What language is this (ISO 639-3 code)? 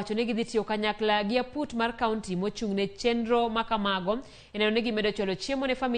luo